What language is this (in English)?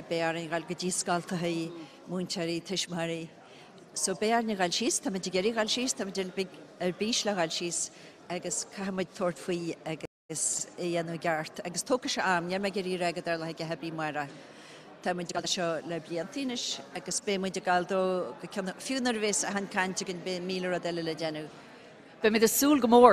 Irish